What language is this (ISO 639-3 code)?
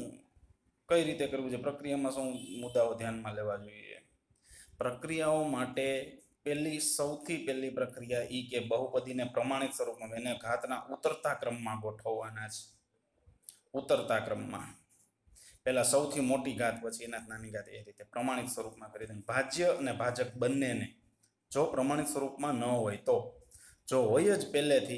guj